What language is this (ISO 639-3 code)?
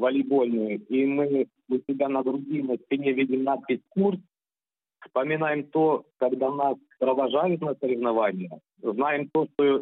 rus